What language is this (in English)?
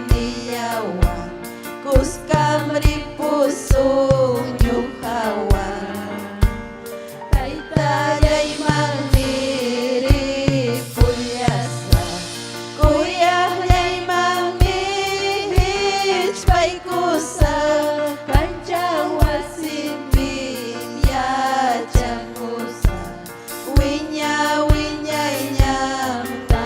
Ayacucho Quechua